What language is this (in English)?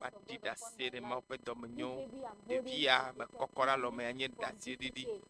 Ewe